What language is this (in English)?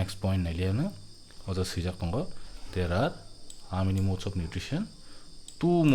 Kok Borok